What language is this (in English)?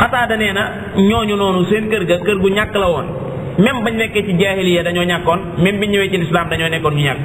Wolof